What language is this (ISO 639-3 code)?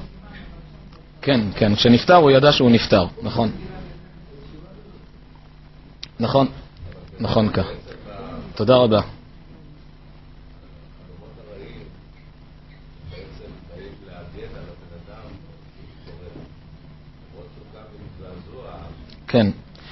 heb